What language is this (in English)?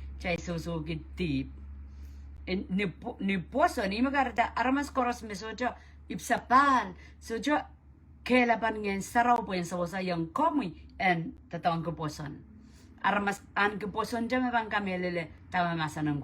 Pohnpeian